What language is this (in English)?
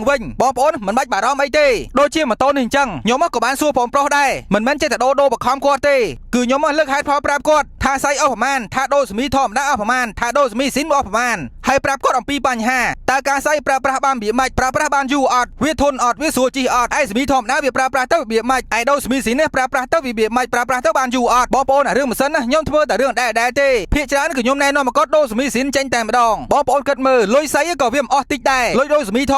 Khmer